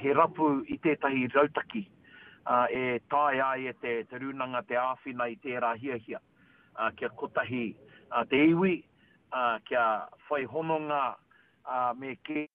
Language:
Māori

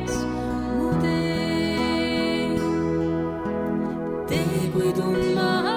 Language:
Estonian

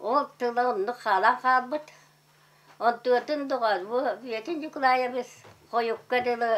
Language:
Yakut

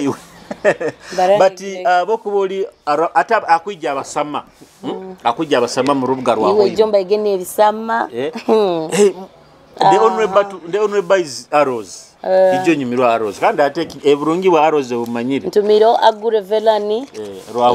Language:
Nyoro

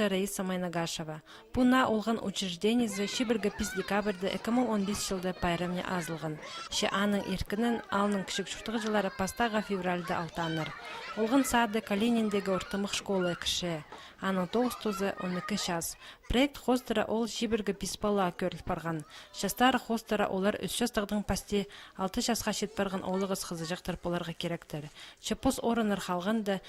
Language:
Khakas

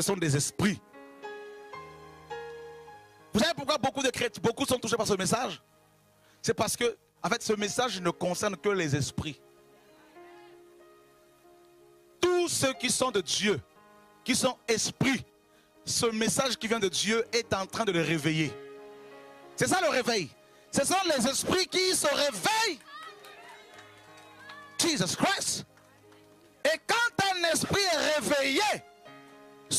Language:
French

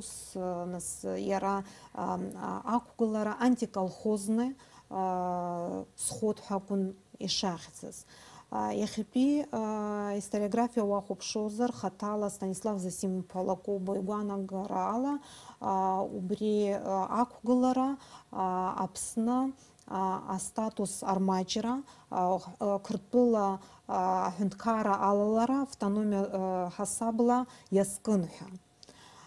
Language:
Abkhazian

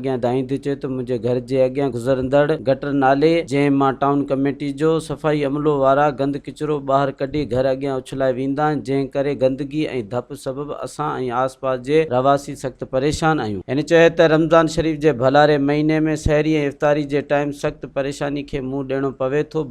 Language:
Sindhi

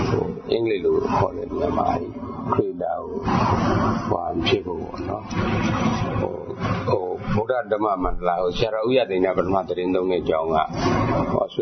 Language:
Burmese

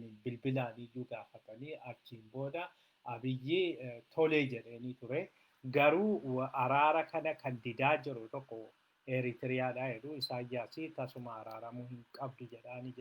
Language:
Oromo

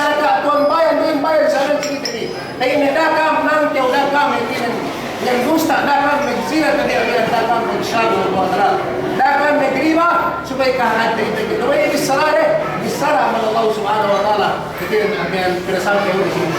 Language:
Yakan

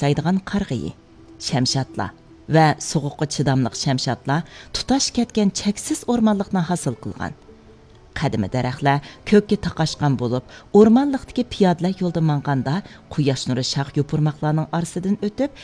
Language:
Uyghur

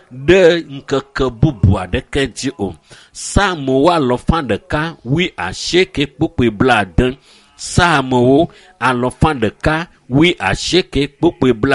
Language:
Ewe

